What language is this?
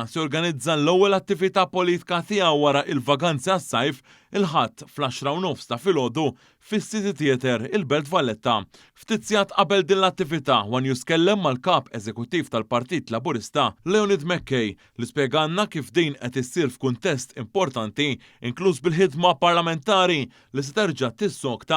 Maltese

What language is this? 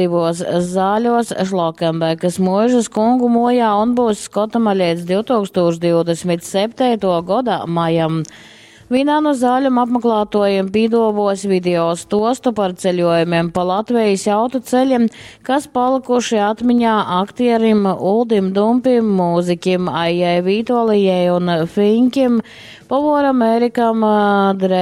Latgalian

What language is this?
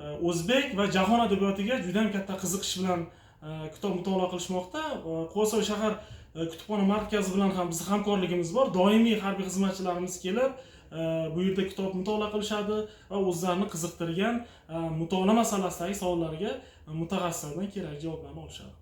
Uzbek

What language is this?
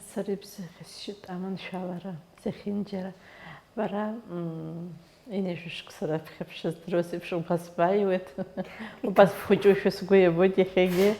Abkhazian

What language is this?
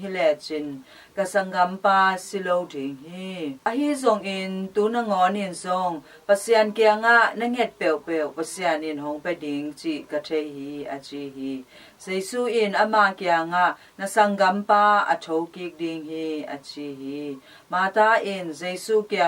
Tedim Chin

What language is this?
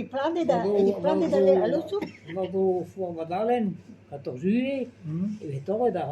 Breton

